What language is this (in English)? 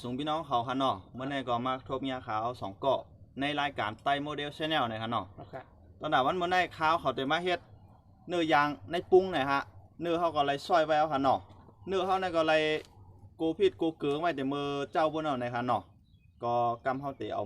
Shan